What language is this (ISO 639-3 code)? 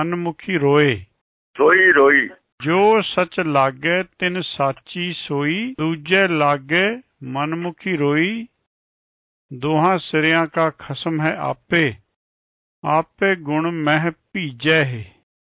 pan